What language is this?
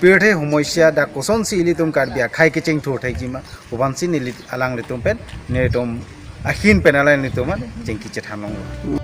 Karbi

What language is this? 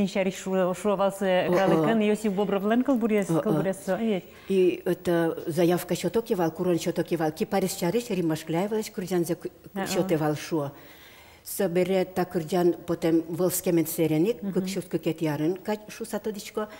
Udmurt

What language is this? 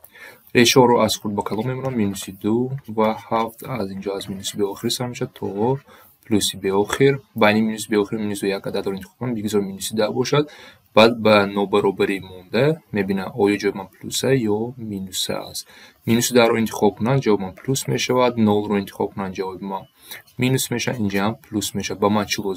Tajik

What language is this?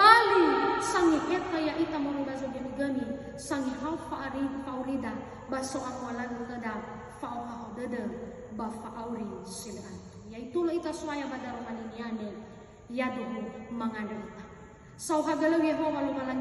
Nias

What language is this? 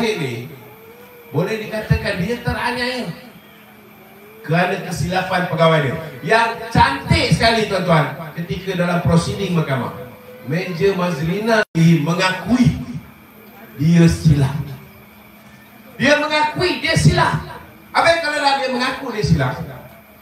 Malay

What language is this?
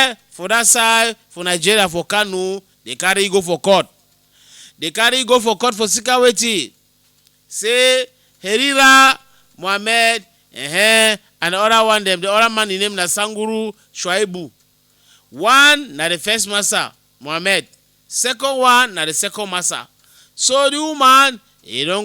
Cameroon Pidgin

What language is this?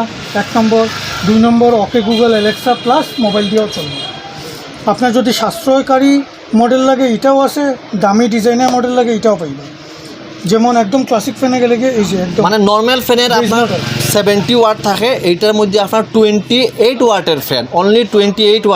Sylheti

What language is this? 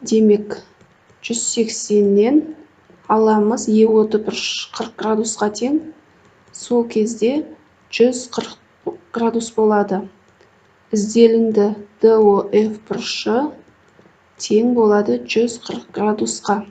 Kazakh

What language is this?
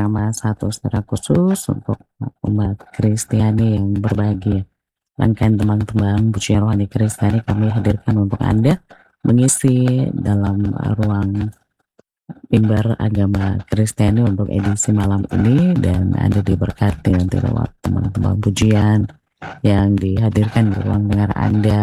Indonesian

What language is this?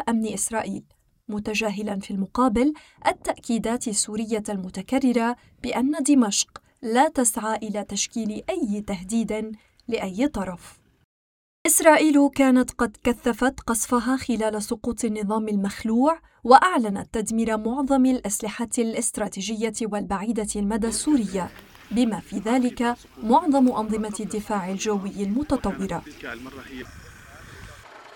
Arabic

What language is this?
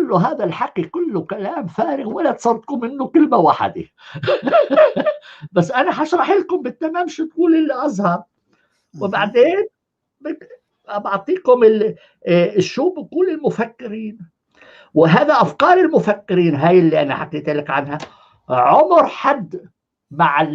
North Levantine Arabic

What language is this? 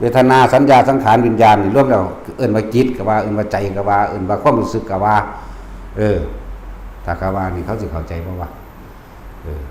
Lao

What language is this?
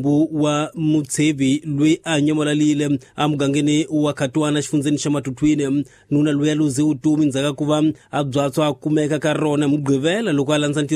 Tsonga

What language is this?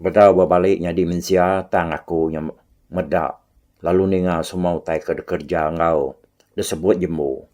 Iban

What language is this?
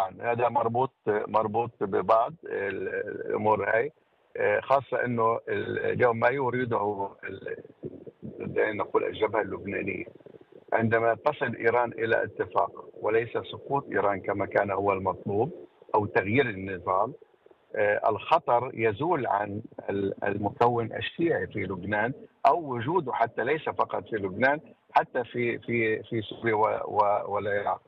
North Levantine Arabic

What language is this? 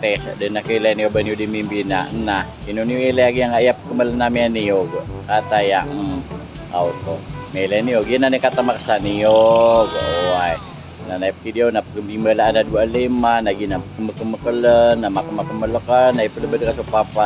Maranao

